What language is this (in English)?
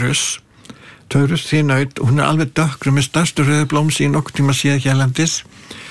Icelandic